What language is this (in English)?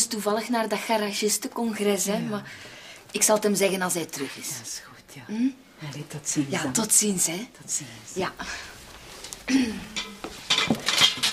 Dutch